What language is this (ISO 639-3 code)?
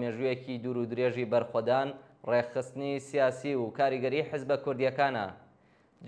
ckb